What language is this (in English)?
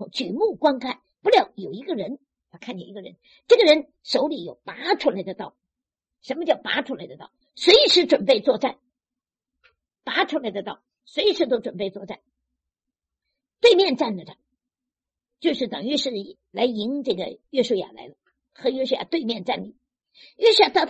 Chinese